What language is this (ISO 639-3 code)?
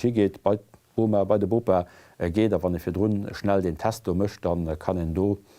ltz